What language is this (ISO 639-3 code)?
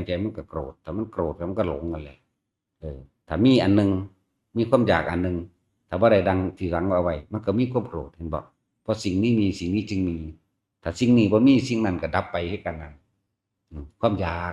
tts